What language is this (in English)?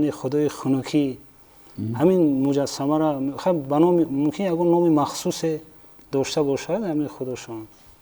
Tajik